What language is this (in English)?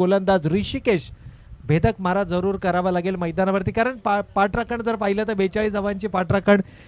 Marathi